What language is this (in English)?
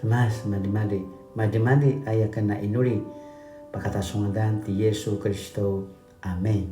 Paiwan